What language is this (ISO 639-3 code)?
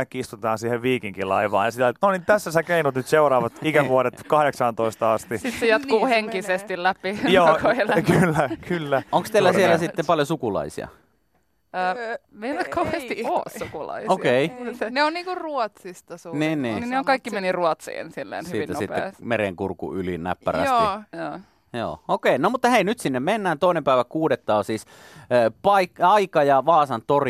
fin